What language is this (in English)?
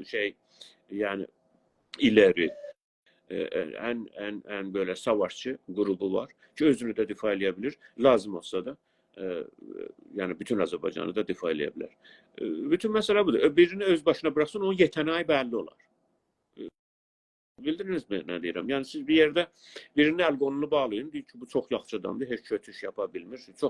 South Azerbaijani